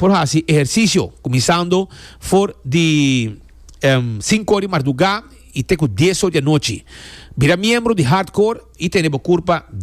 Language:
Papiamento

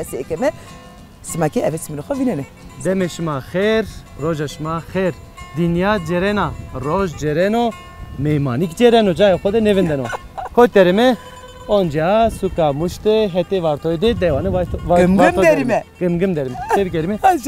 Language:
Zaza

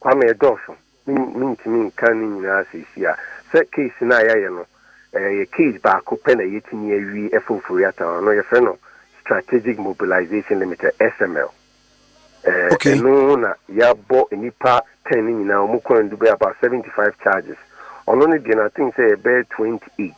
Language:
Akan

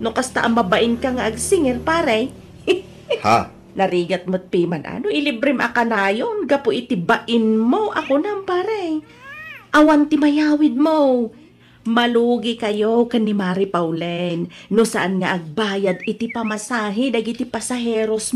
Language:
Iloko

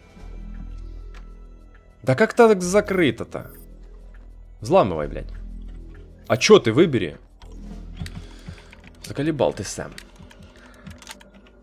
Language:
Russian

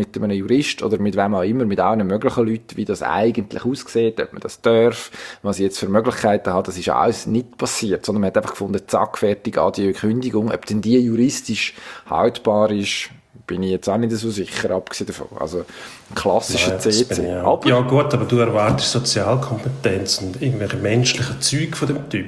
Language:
German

